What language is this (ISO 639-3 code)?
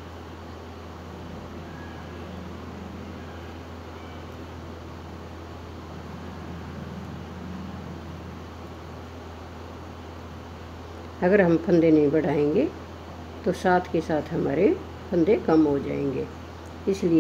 hin